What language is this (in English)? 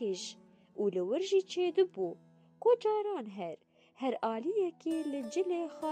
Kurdish